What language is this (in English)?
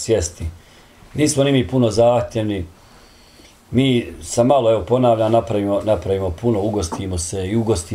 Bosnian